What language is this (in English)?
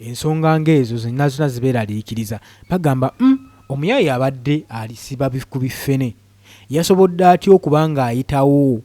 Ganda